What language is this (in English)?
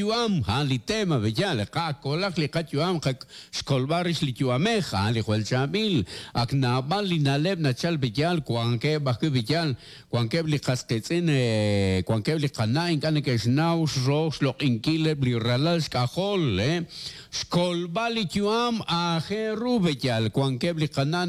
Kekchí